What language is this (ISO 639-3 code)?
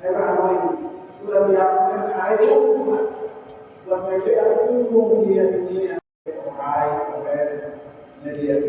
tet